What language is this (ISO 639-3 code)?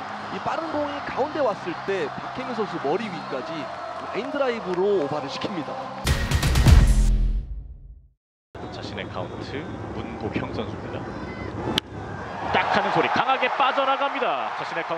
kor